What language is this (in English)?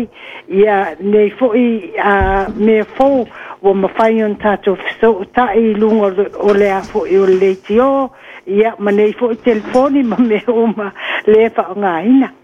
Samoan